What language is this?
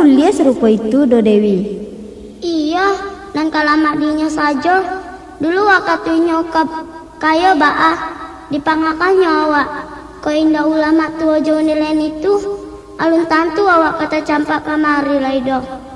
Minangkabau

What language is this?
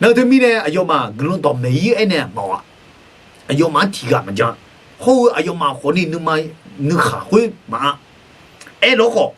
Akha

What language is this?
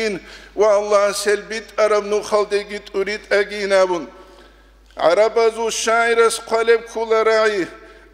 Avaric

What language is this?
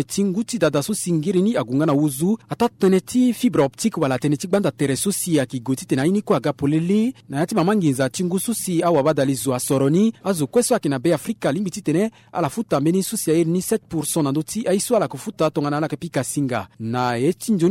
Sango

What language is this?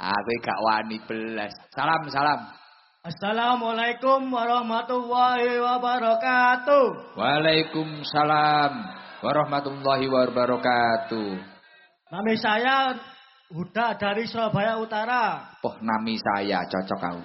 Javanese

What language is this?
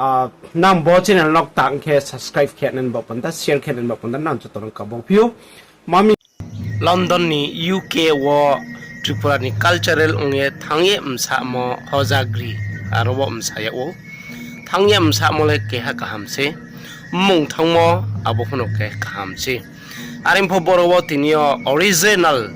Riang (India)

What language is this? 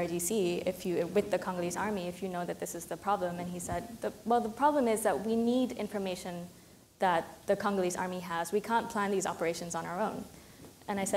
English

